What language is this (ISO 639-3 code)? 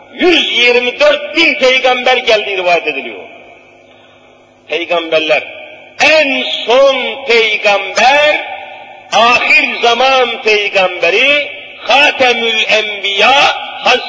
tur